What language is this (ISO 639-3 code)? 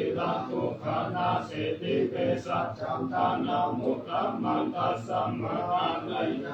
pli